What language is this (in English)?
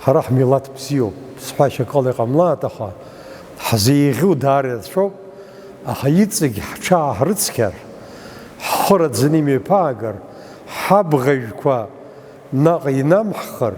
Abkhazian